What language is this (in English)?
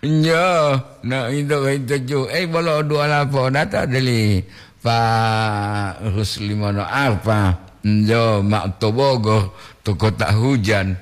Gorontalo